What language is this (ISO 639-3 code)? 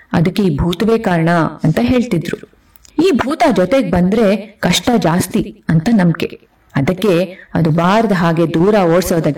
kan